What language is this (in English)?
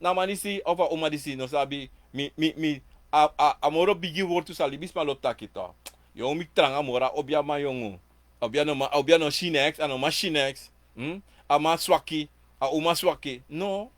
Sranan Tongo